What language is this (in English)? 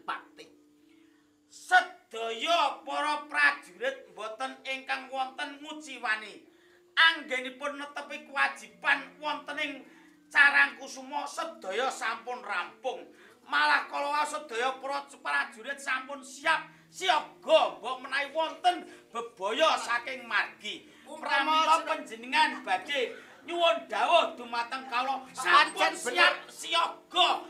Javanese